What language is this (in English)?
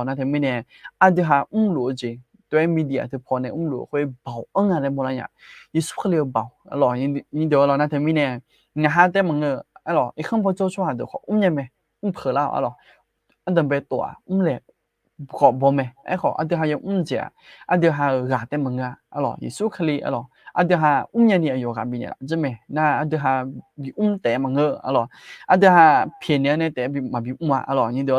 Akha